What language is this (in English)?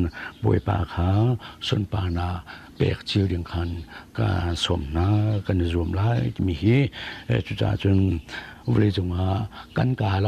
Hakha Chin